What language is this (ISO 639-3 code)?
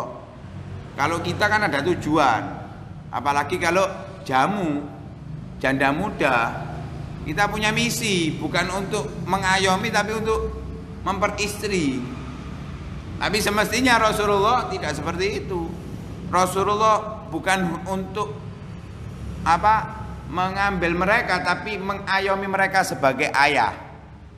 ind